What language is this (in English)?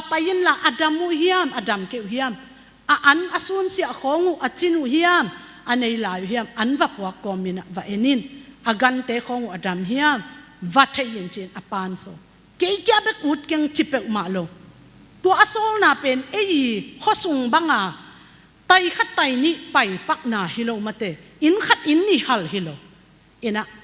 Tedim Chin